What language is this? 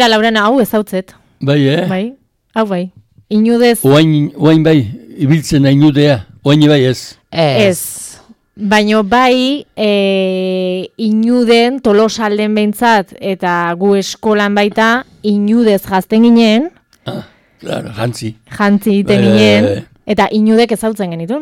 Basque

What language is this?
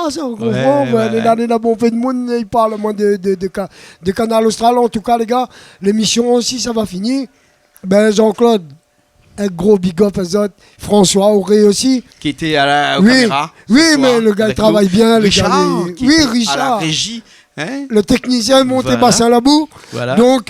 Réunion Creole French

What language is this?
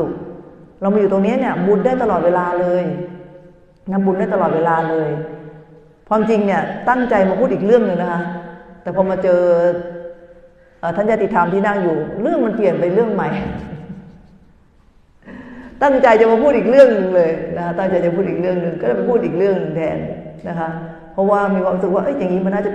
Thai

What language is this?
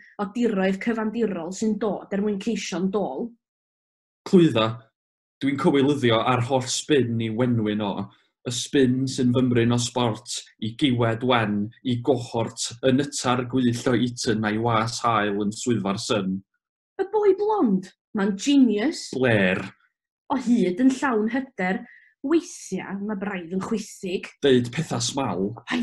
Welsh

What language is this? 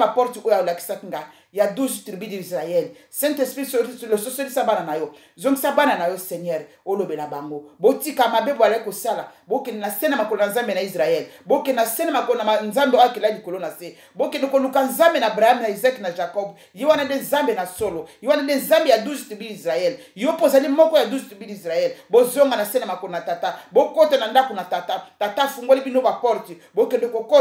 Lingala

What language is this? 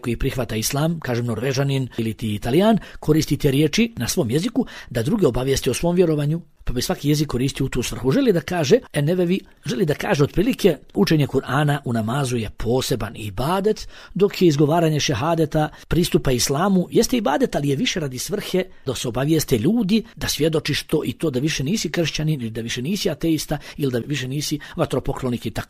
Bosnian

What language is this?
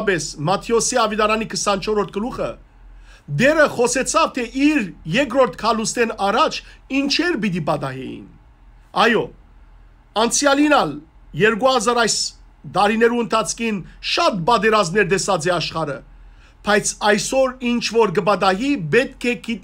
Western Armenian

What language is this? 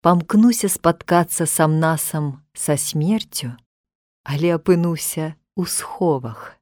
Belarusian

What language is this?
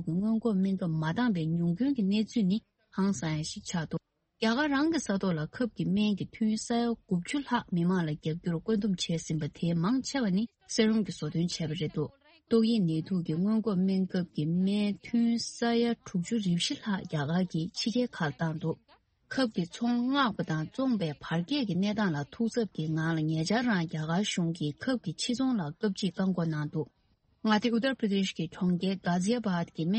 Tibetan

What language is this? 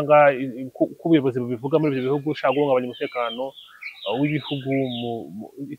Kinyarwanda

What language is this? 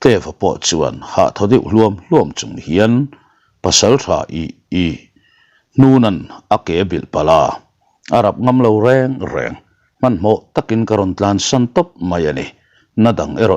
Mizo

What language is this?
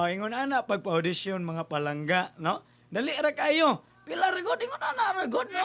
Cebuano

